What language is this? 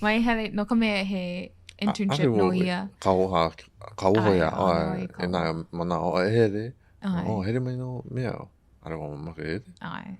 Hawaiian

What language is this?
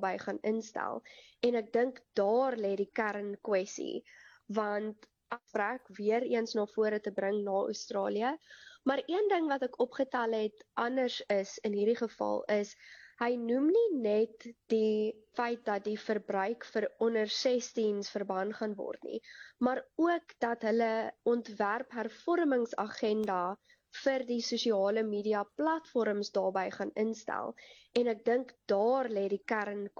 Afrikaans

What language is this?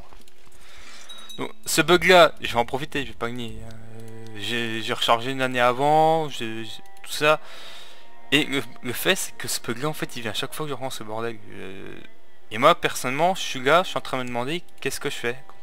French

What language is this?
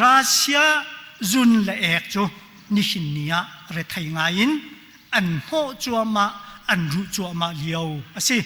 Hakha Chin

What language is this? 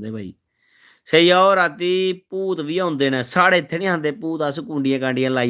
Dogri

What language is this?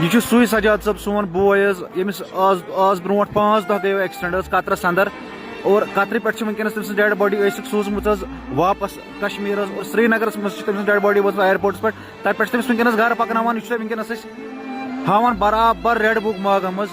Kashmiri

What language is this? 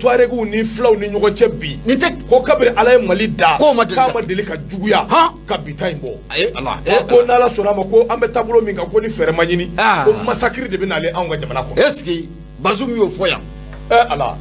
Bambara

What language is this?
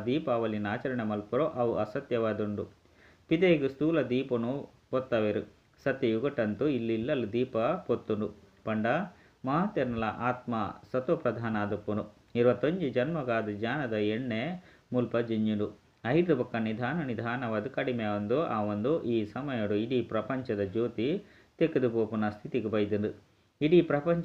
Tulu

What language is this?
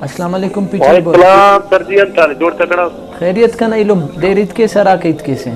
Brahui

